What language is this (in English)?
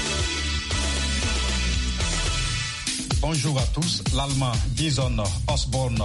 French